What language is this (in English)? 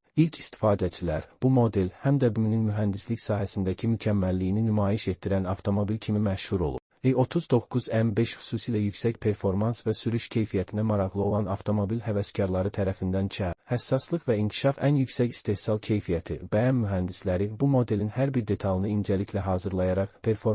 Azerbaijani